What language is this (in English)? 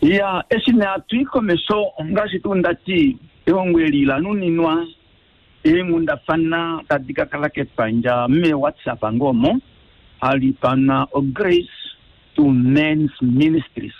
Kuanyama